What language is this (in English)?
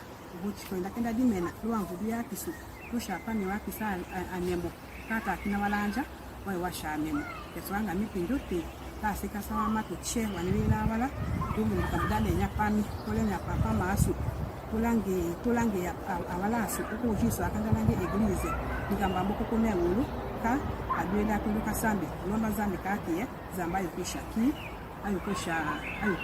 Tetela